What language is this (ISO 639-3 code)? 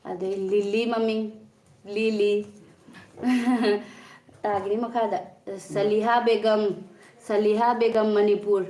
mni